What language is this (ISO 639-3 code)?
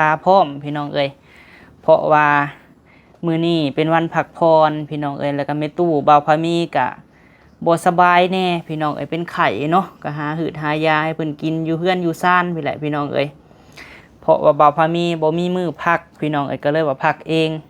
lao